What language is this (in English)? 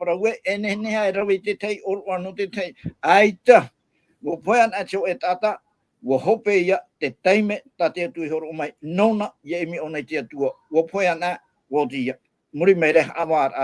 Tahitian